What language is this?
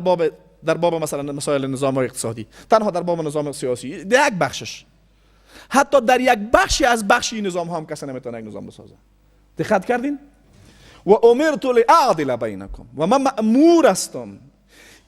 Persian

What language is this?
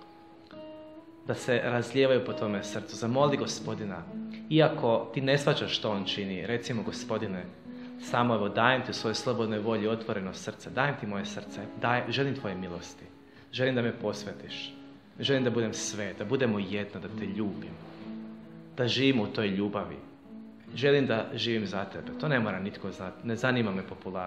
Croatian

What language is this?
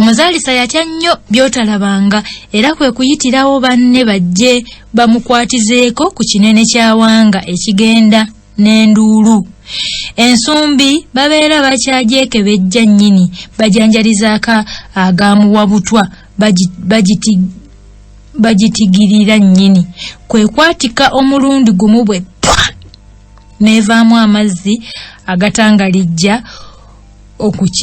Ganda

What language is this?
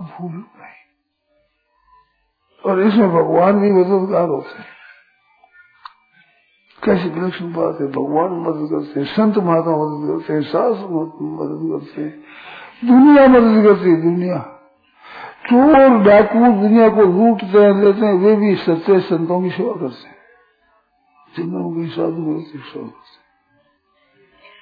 Hindi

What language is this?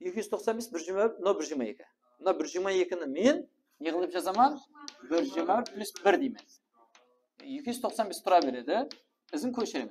Kara-Kalpak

